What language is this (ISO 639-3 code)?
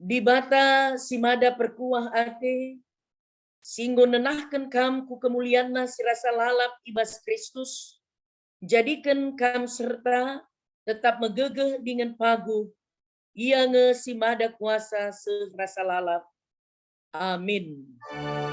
btx